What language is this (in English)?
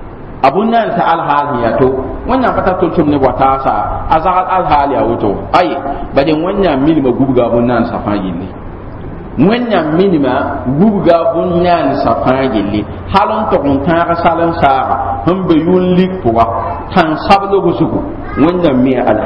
Mossi